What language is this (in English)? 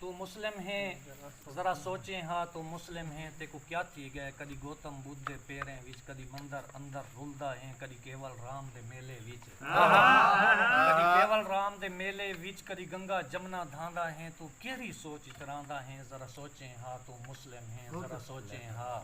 Saraiki